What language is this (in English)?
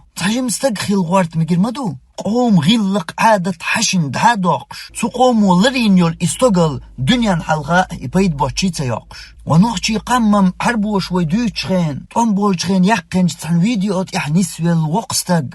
Chechen